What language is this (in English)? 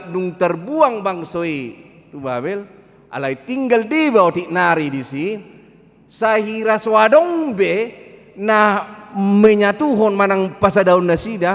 Batak Toba